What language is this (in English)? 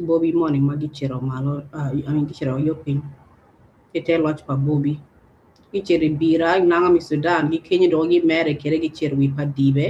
Acoli